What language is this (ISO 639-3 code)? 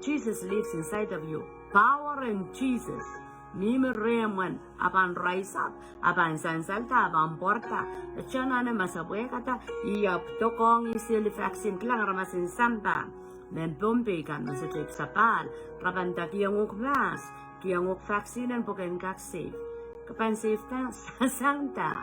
pon